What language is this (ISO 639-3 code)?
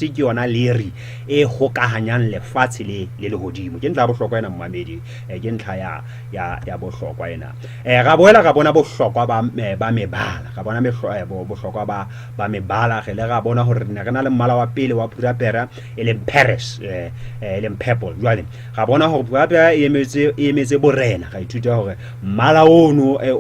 sot